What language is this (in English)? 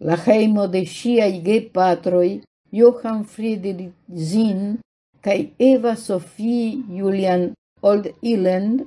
Esperanto